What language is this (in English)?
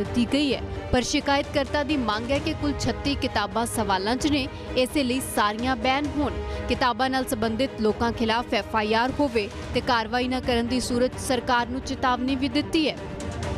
Punjabi